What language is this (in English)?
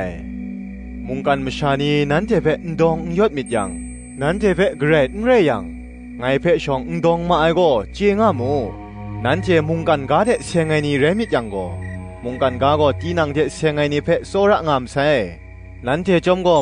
Kachin